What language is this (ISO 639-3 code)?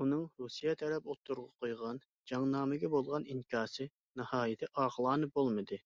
uig